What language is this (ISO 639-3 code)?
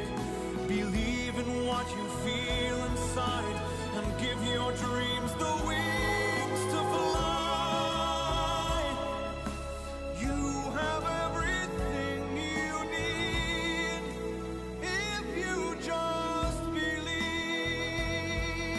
eng